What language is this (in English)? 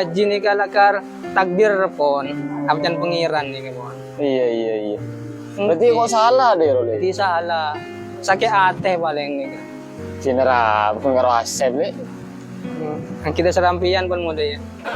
Madurese